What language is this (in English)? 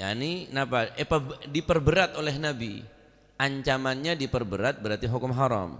Madurese